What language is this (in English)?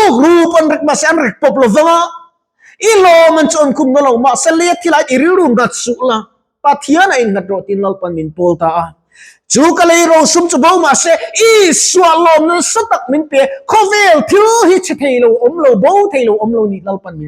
Mizo